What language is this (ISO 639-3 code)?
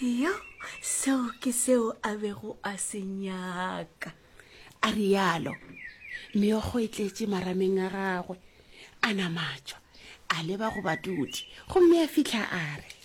nso